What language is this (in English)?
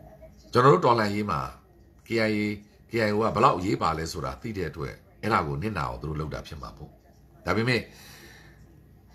Burmese